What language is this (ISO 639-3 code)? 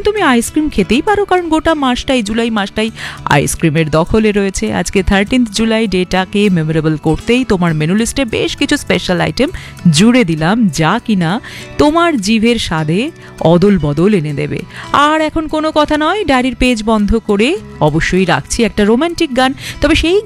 ben